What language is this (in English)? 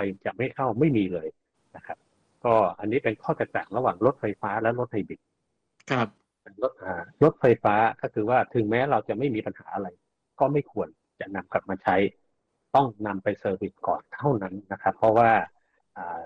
Thai